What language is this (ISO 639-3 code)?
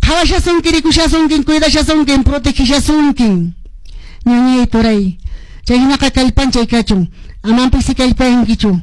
que